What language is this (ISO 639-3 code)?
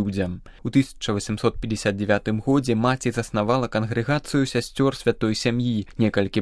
bel